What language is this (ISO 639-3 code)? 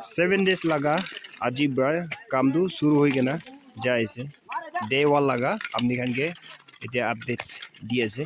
nag